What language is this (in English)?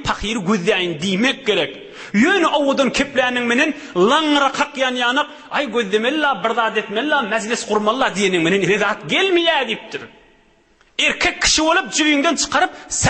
Turkmen